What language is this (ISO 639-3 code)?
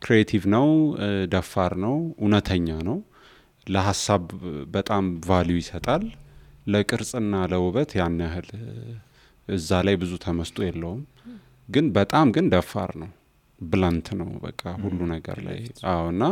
amh